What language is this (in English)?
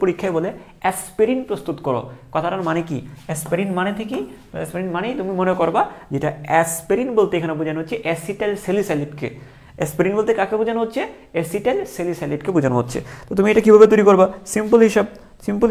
Bangla